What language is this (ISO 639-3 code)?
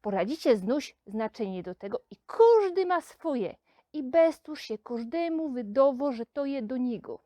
szl